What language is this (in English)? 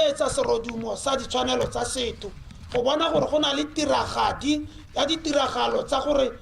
Tswana